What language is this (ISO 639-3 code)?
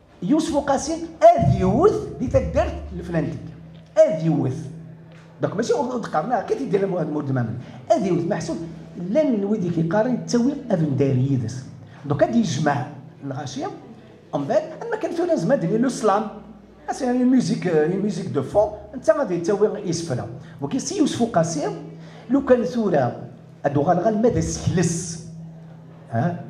kab